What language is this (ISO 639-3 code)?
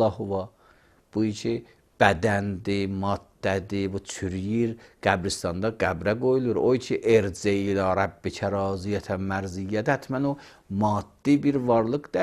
aze